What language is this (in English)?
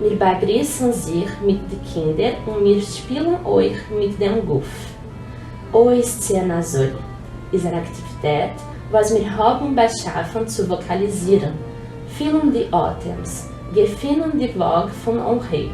Yiddish